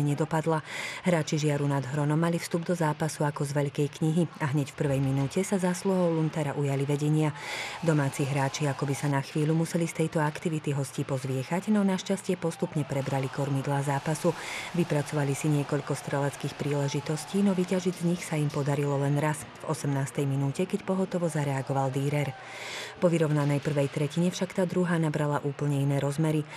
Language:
Slovak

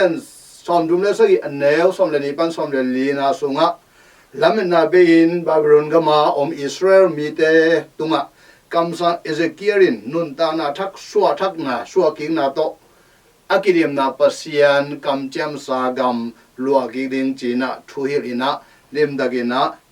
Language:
Tedim Chin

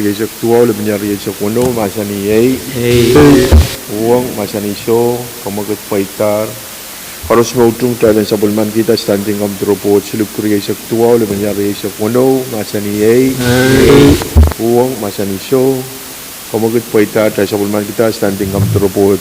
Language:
Pohnpeian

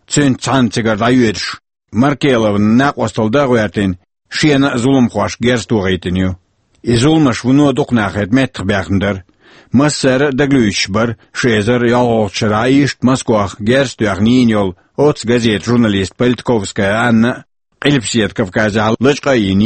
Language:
Chechen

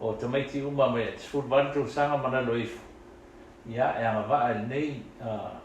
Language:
Samoan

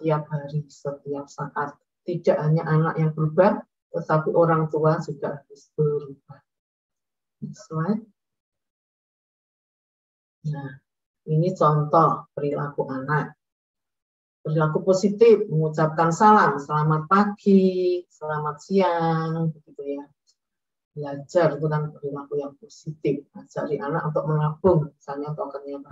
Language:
Indonesian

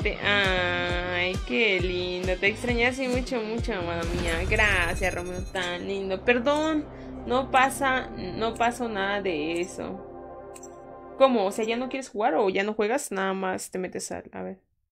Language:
Spanish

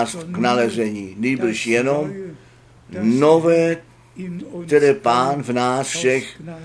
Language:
Czech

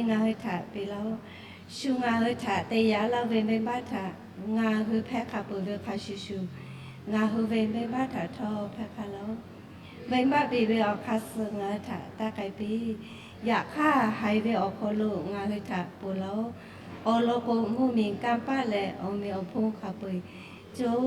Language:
Lahu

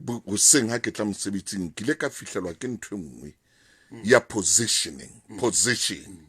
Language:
Southern Sotho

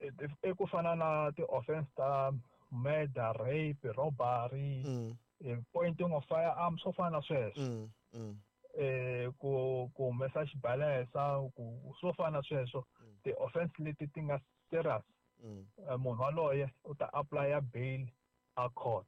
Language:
Tsonga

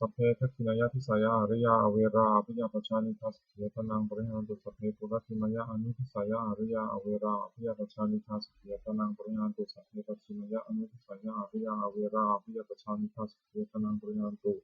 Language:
Pali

